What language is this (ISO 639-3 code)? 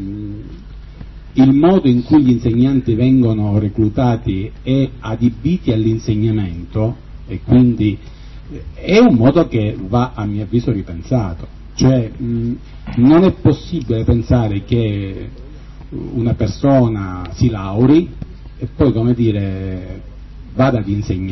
ita